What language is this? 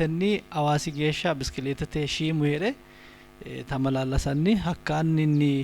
Sidamo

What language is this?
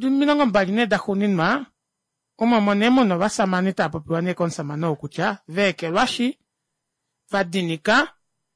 Kuanyama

